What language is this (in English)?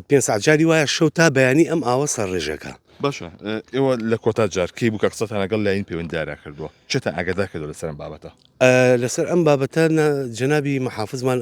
Central Kurdish